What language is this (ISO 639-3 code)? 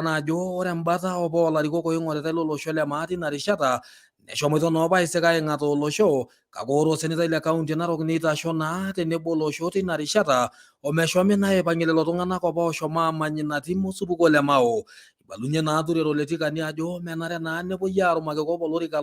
mas